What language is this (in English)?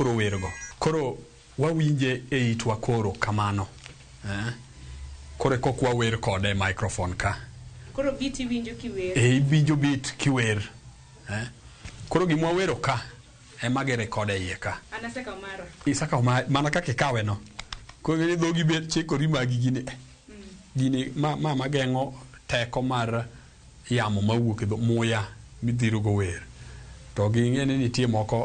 Luo (Kenya and Tanzania)